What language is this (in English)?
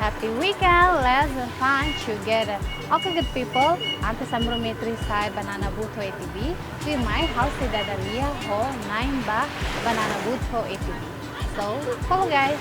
Tetum